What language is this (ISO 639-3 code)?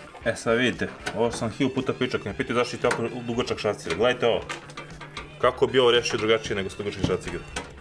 srp